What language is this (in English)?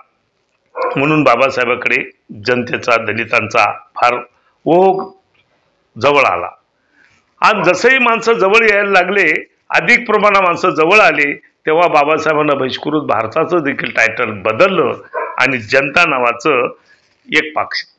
Marathi